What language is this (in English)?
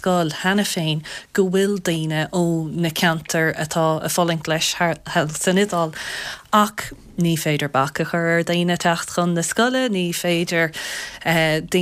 Irish